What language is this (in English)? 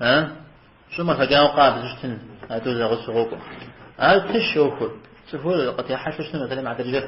Kabardian